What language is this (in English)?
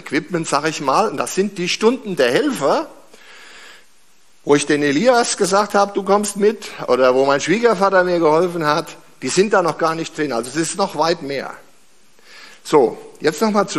German